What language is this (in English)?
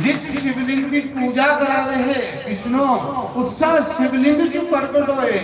Dogri